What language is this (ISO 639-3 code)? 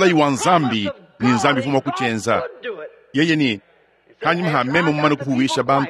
lua